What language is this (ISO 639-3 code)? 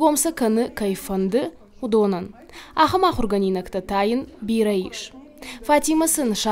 oss